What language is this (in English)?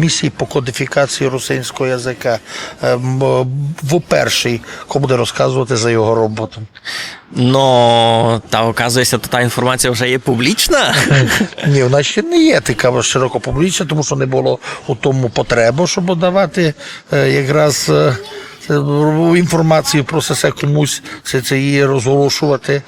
Rusyn